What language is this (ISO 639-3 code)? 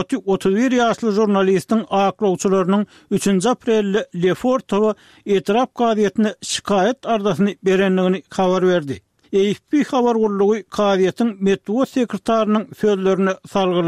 tuk